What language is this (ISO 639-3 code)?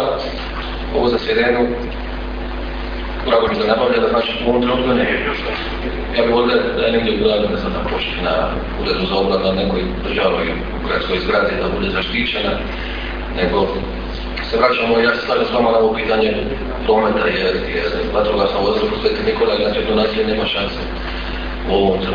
hrv